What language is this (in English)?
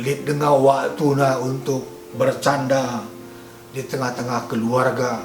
Batak Karo